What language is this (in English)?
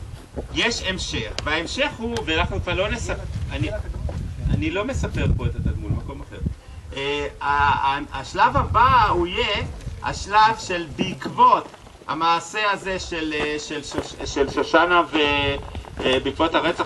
Hebrew